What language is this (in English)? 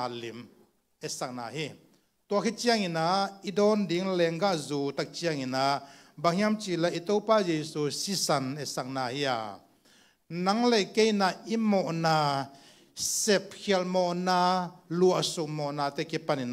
Tedim Chin